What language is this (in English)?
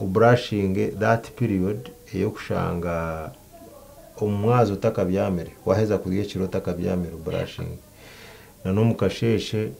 Nyankole